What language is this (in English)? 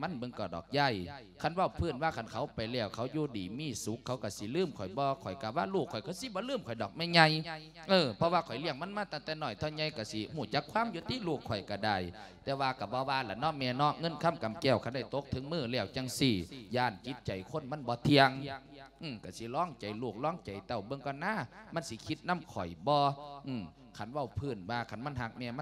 Lao